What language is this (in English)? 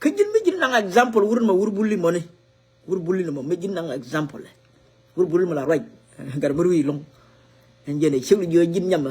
Nuer